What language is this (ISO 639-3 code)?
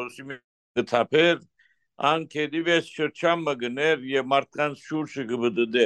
hyw